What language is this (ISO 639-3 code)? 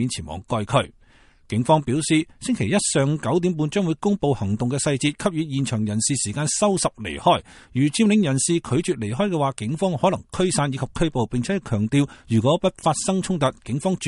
yue